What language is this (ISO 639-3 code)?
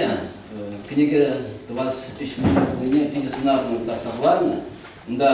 chv